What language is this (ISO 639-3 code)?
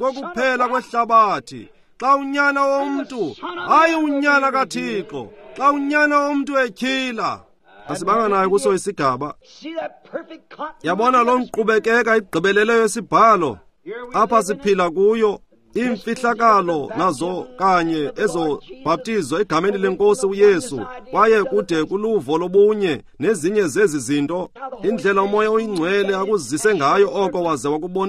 xho